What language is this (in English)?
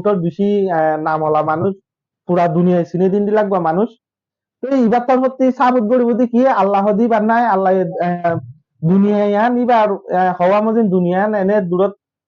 Rohingya